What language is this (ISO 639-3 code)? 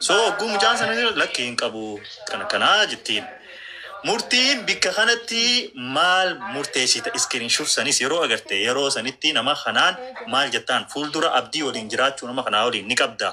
orm